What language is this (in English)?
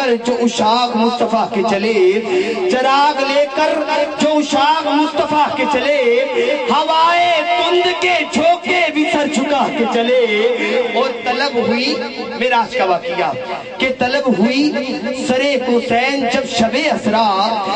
Urdu